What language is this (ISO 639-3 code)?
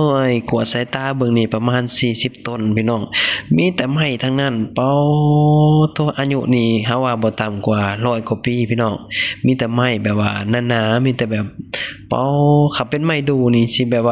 lao